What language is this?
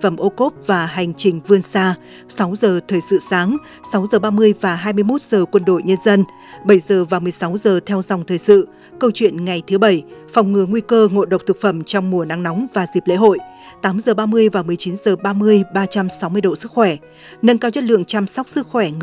Vietnamese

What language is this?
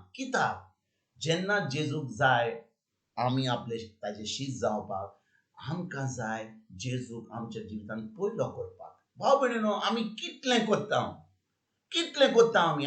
Konkani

